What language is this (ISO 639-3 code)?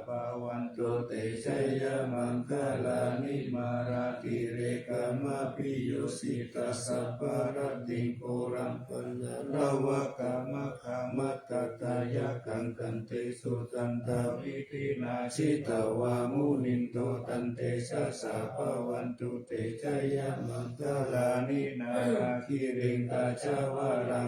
pli